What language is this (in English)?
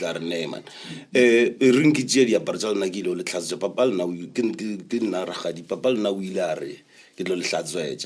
Northern Sotho